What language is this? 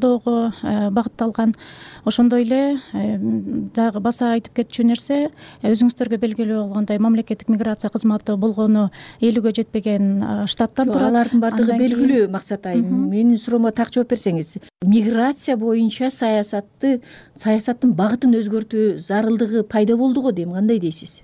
Kyrgyz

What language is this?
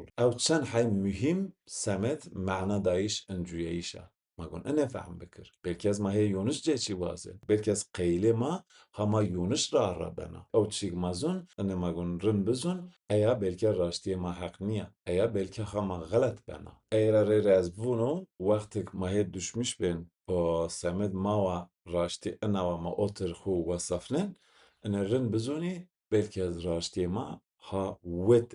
Zaza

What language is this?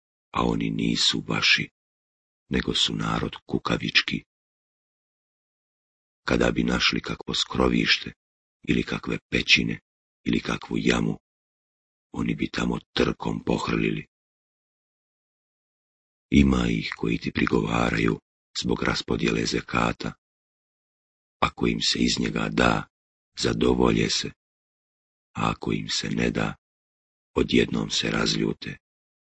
Bosnian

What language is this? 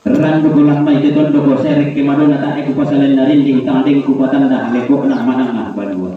Toraja-Sa'dan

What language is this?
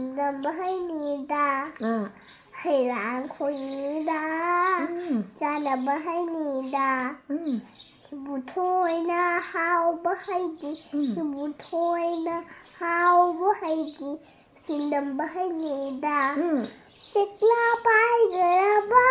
Manipuri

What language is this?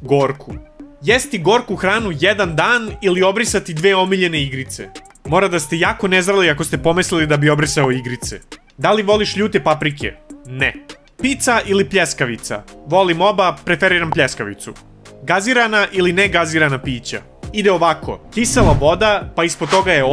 Serbian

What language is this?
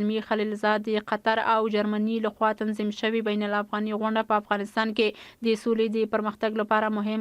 Pashto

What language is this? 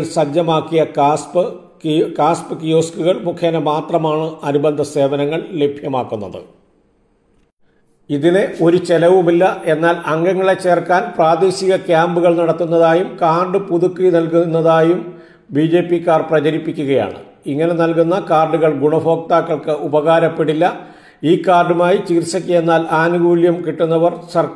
Malayalam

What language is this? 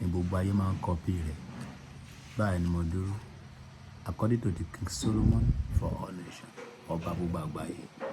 Yoruba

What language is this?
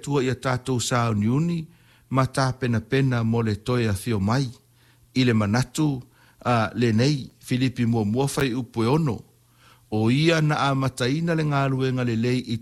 Samoan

